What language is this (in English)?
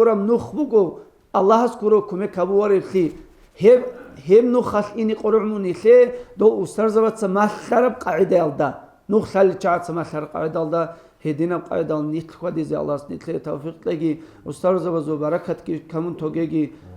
Avaric